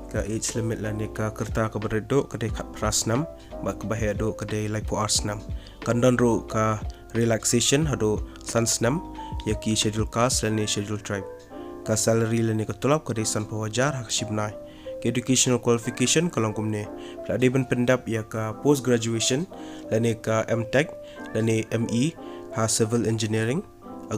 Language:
Khasi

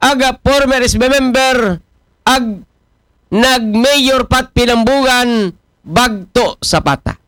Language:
Aklanon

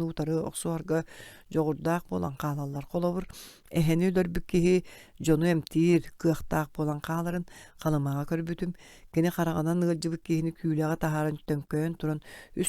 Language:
Yakut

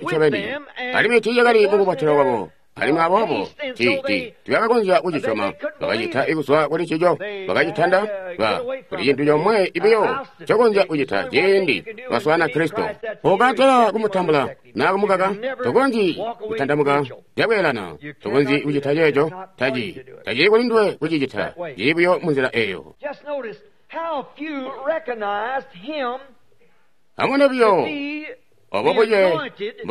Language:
Tonga (Zambia)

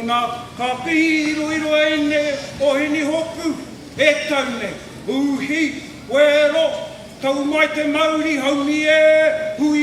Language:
Māori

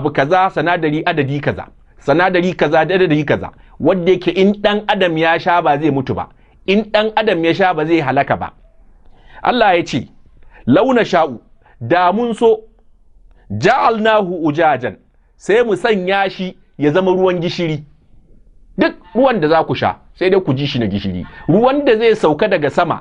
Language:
Hausa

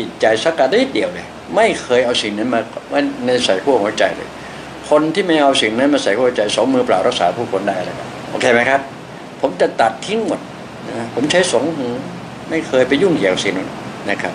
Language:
Thai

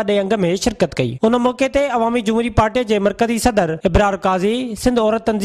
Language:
Sindhi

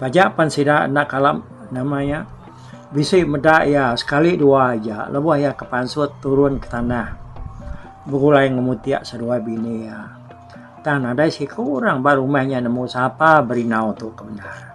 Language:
Iban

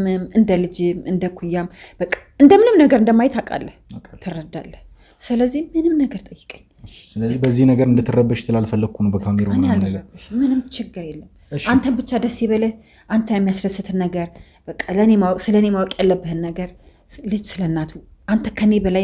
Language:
Amharic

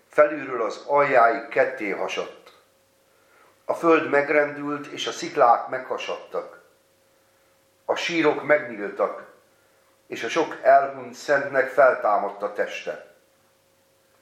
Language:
Hungarian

